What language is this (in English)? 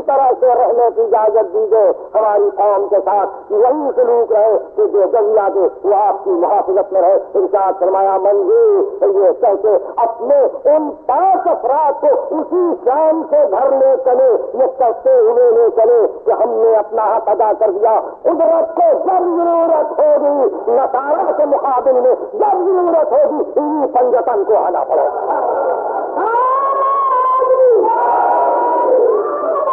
Urdu